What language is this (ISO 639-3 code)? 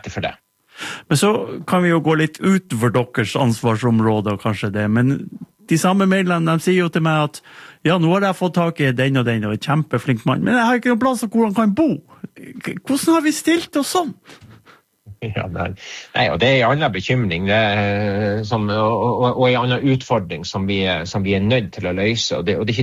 nor